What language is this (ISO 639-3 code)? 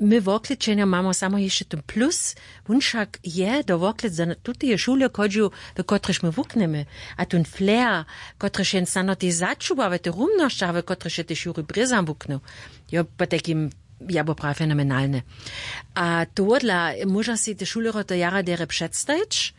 hsb